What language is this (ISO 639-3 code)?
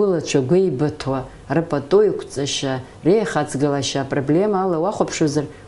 abk